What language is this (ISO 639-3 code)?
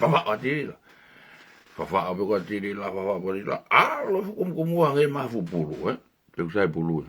ton